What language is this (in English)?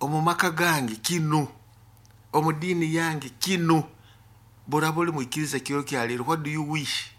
Nyoro